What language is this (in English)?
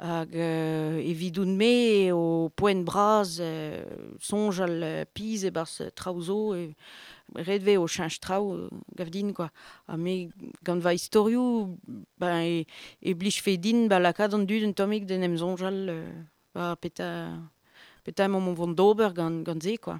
Breton